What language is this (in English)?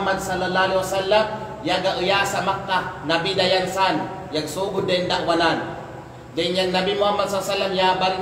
Kalagan